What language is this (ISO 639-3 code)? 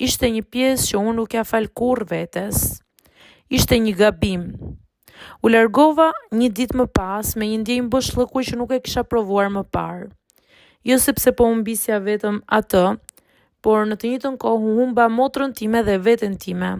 sqi